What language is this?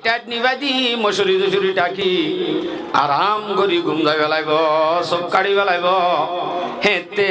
Rohingya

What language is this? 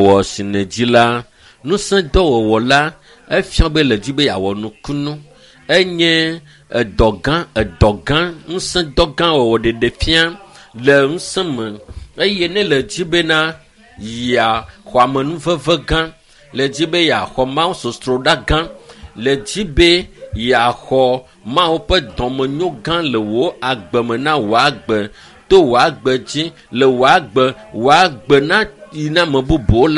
Ewe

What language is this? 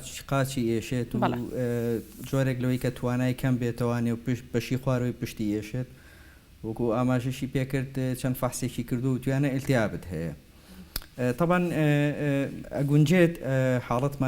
Central Kurdish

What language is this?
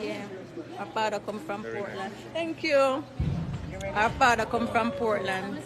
Jamaican Creole English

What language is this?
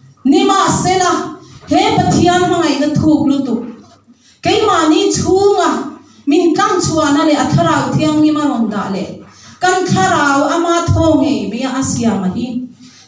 Mizo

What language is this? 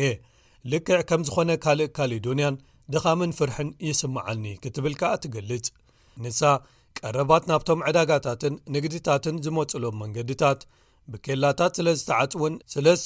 Tigrinya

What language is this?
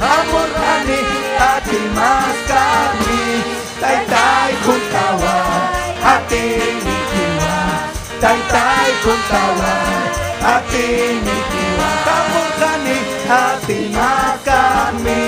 Ayacucho Quechua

